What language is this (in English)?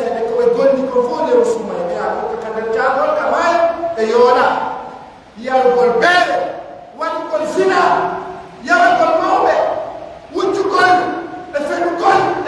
Pular